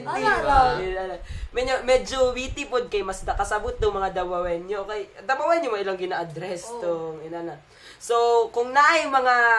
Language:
Cebuano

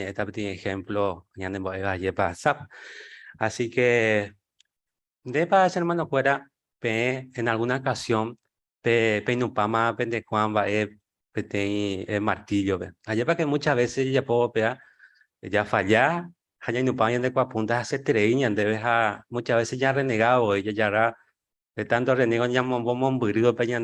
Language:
Guarani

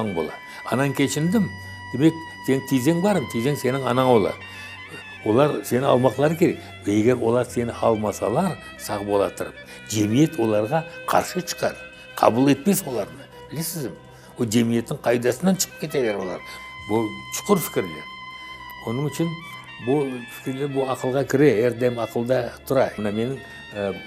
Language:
Crimean Tatar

